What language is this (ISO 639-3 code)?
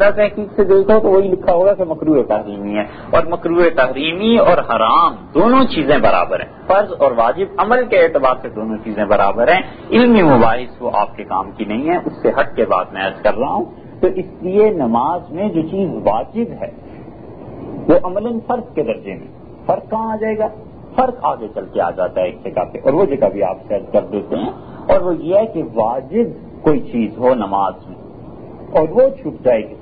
urd